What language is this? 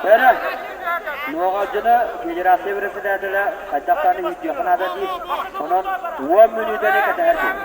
Yakut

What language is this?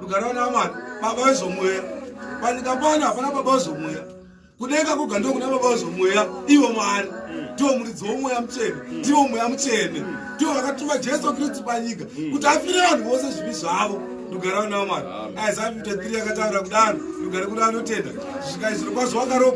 Shona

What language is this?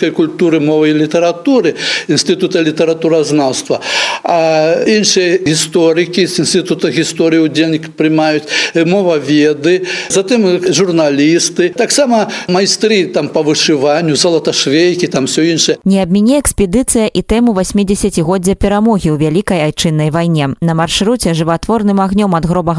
Belarusian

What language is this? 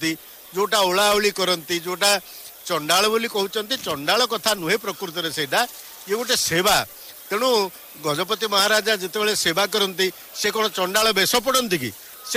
Odia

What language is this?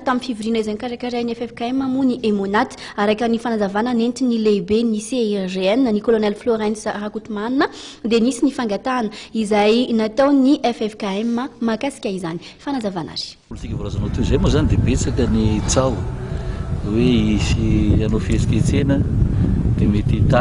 Malagasy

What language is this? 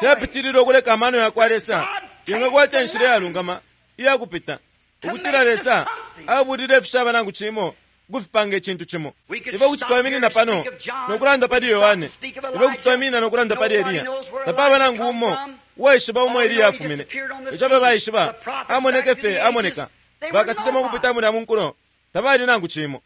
Bemba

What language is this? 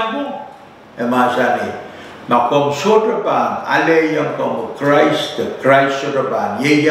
Pohnpeian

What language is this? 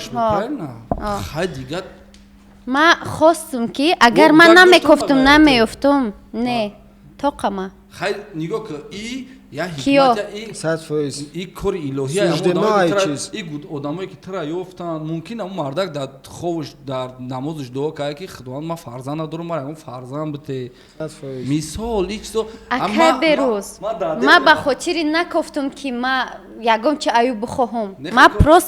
Tajik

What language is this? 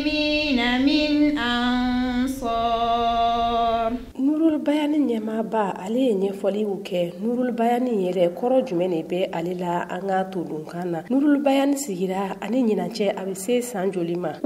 Bambara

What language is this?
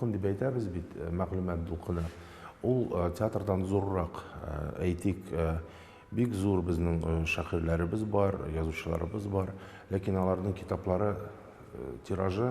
Tatar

